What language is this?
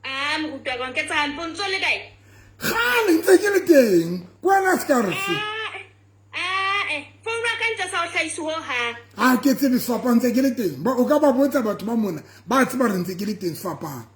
Southern Sotho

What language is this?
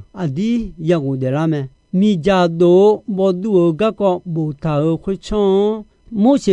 Akha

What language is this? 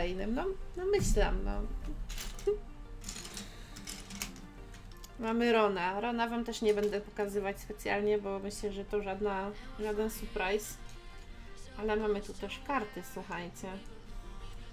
Polish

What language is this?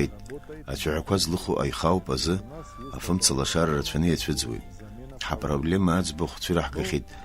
Abkhazian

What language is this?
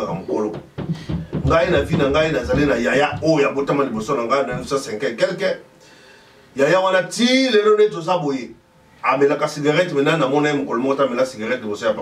Lingala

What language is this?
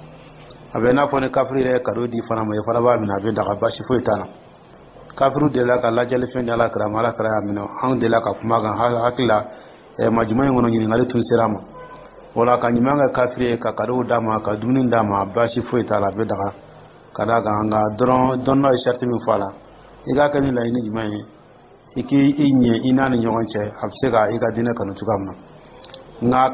Dyula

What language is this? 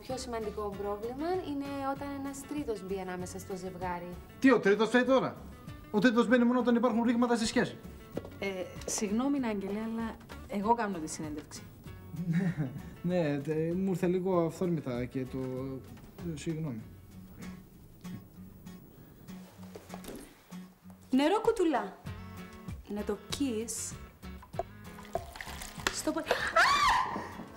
Greek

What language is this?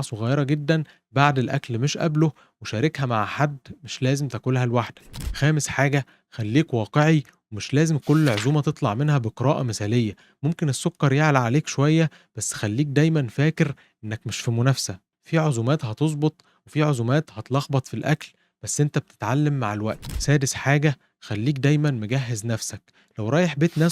Egyptian Arabic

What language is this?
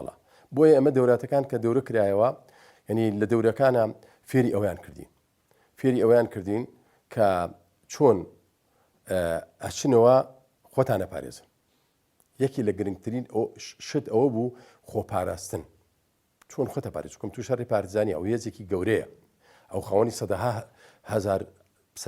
Central Kurdish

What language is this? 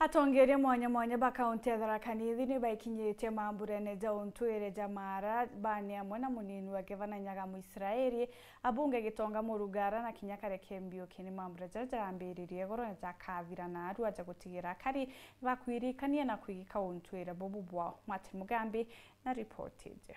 Meru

